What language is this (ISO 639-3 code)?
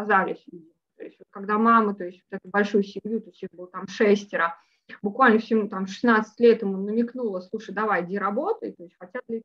rus